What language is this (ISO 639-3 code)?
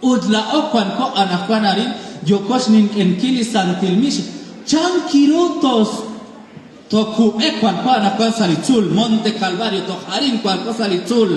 kek